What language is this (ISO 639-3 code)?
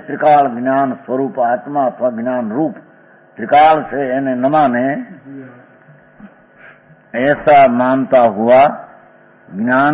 guj